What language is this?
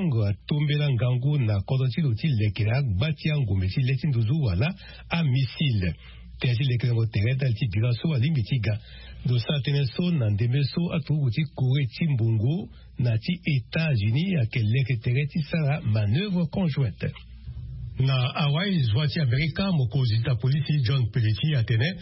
Sango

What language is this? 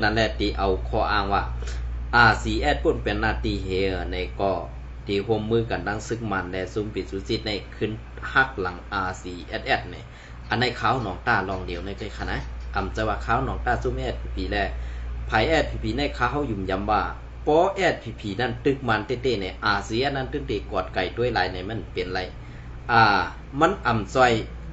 Shan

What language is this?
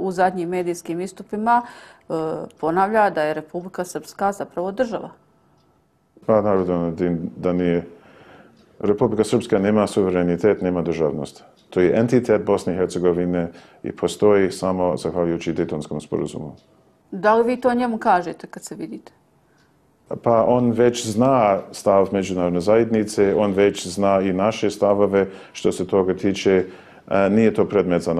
Bosnian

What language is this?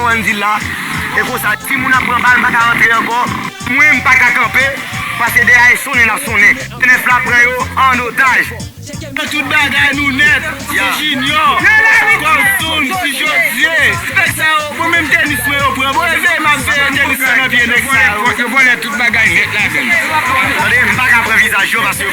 Haitian Creole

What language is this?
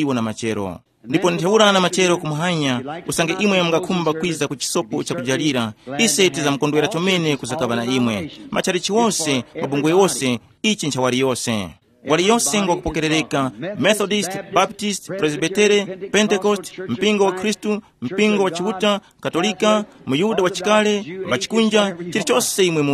Tumbuka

